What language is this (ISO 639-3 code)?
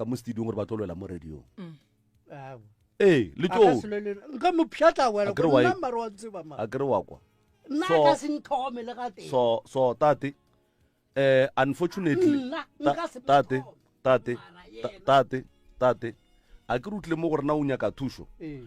nso